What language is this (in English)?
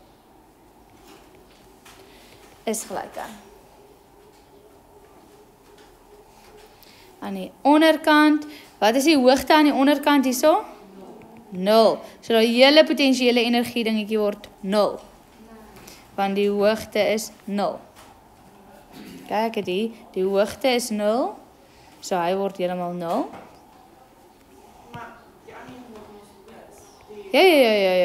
Afrikaans